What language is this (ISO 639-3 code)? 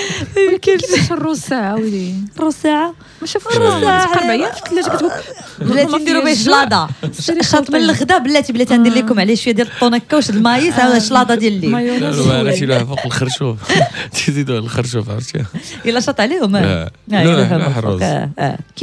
ary